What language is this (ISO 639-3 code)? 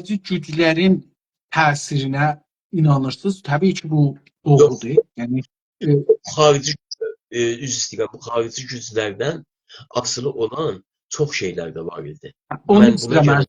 azb